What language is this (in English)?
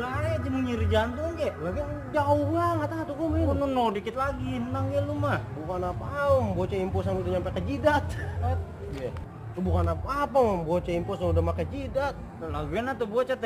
Betawi